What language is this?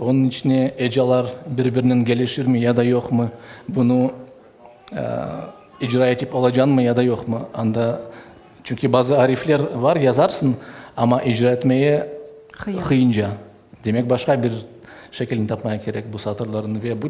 Crimean Tatar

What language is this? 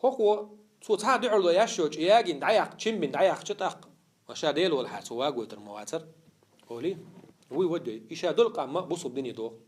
Chechen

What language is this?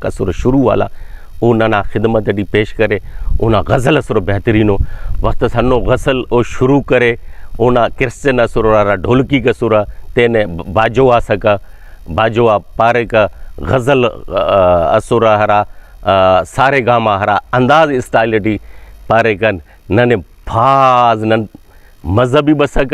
Brahui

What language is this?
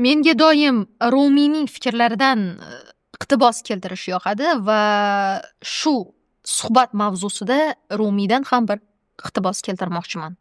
Uzbek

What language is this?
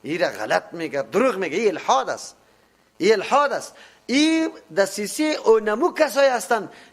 Persian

